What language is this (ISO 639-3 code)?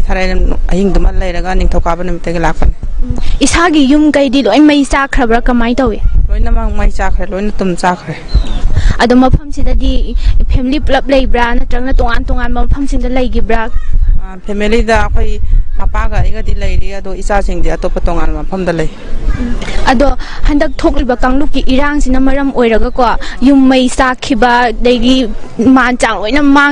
mni